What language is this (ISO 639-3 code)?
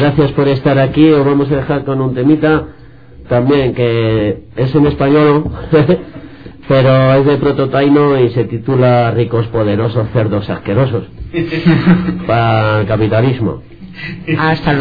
spa